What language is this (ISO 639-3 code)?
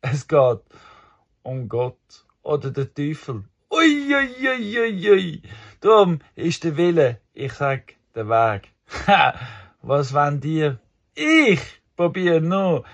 gsw